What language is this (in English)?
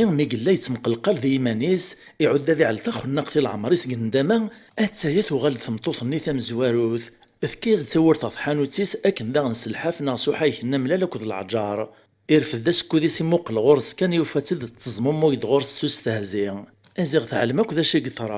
Kabyle